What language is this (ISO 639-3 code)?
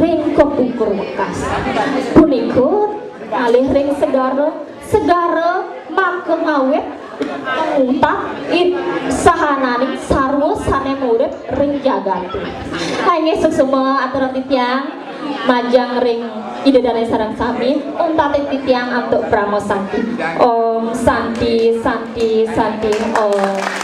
ban